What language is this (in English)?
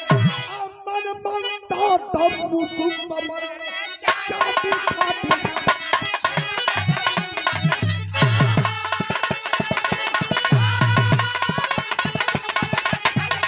Bhojpuri